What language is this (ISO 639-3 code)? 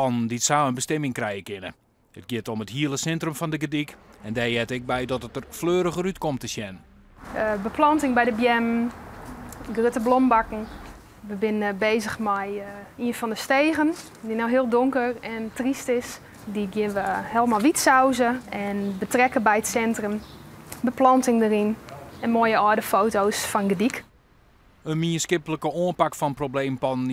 fry